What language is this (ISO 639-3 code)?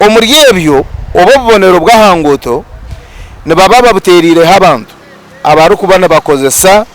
nyn